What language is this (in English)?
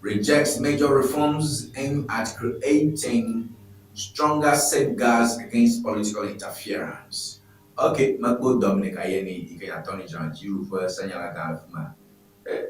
Ewe